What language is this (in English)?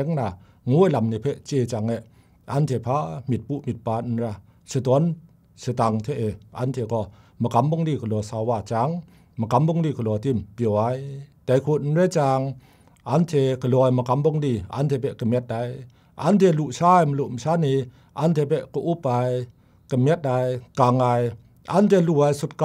Kachin